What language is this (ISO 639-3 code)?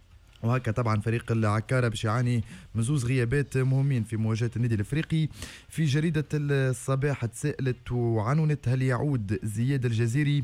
aeb